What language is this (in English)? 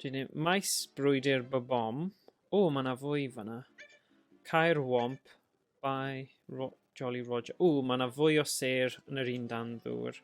Welsh